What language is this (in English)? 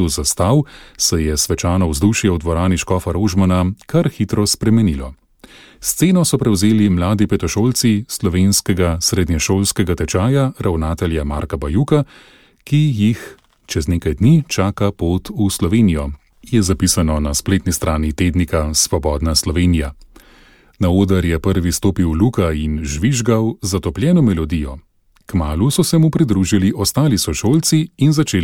Slovenian